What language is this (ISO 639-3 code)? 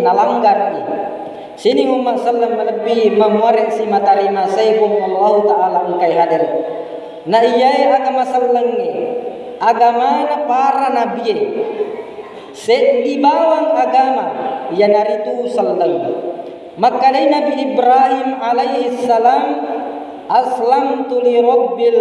bug